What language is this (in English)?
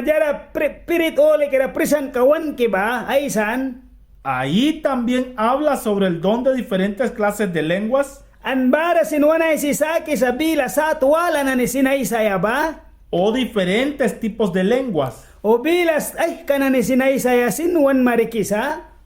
Mískito